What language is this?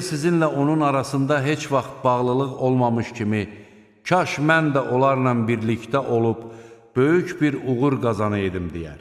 Azerbaijani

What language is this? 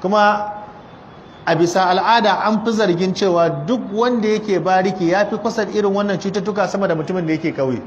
Hausa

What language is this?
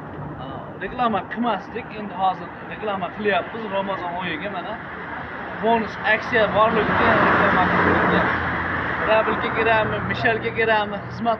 Uzbek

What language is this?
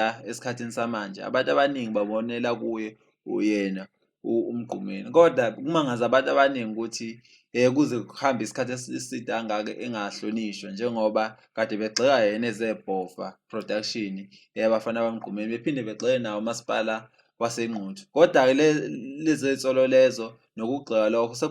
Zulu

